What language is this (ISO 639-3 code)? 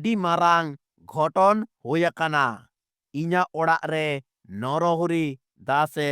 sat